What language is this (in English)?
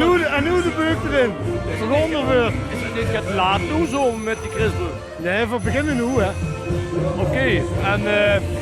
Limburgish